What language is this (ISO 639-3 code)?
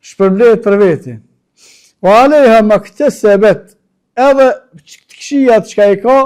sqi